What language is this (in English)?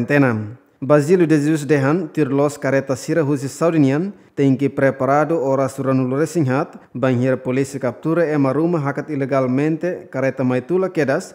Tetum